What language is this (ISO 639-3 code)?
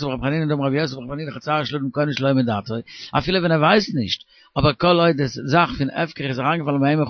yid